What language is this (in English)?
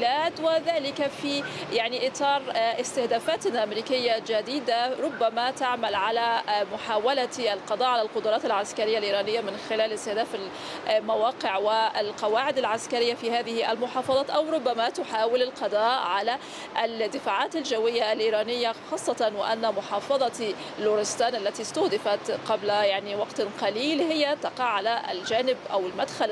Arabic